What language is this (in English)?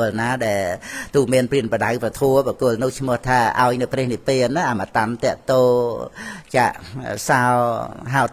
Khmer